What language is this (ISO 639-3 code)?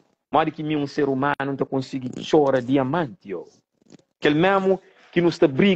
kea